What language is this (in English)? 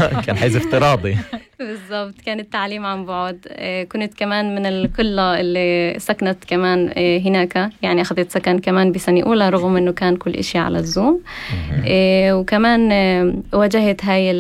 North Levantine Arabic